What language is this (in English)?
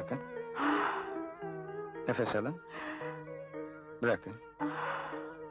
Turkish